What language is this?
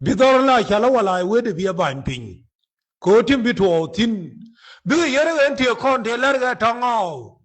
Nuer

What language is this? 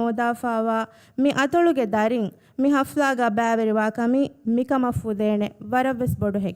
Divehi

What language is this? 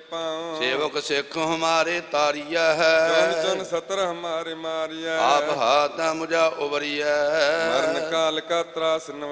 Punjabi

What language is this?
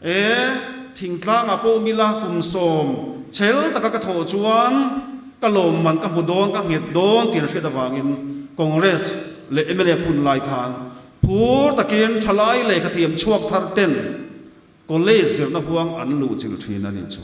Mizo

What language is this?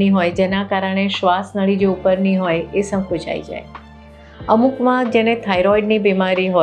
Gujarati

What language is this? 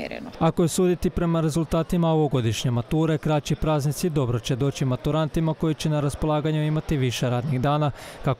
Croatian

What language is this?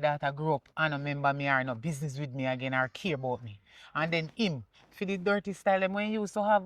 Jamaican Creole English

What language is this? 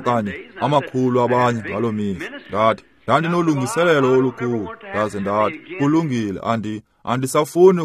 Xhosa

